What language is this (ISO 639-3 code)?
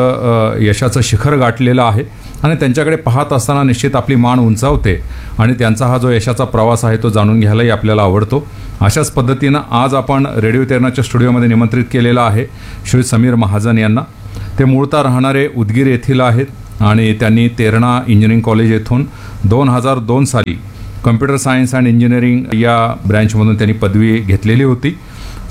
mar